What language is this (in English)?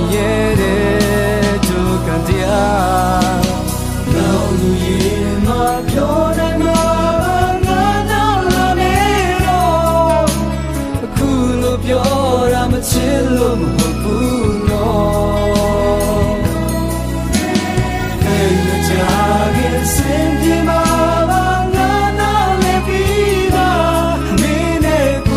Burmese